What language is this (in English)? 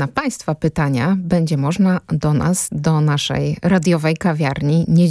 Polish